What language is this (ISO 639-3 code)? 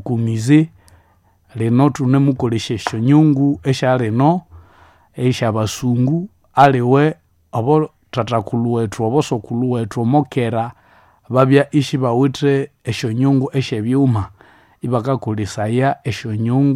nnb